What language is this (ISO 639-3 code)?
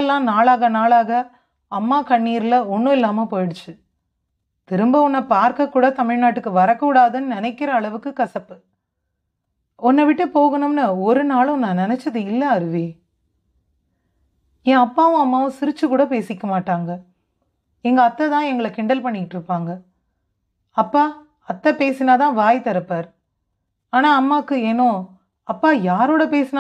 tam